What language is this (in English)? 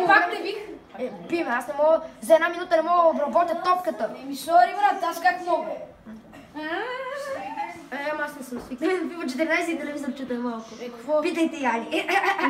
Bulgarian